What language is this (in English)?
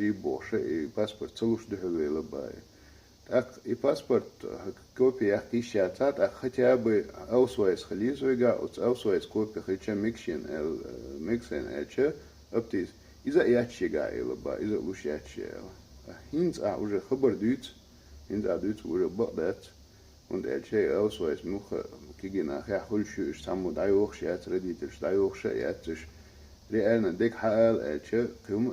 Chechen